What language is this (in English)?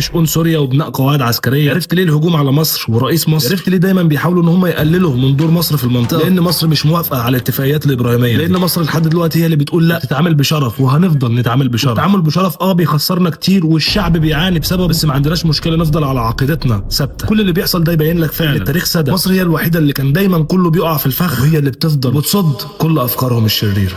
Egyptian Arabic